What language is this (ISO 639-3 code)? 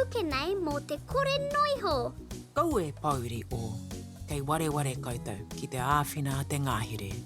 mri